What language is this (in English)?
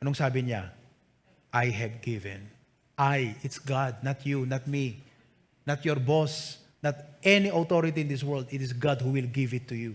Iloko